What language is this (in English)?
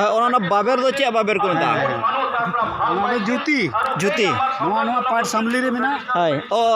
Santali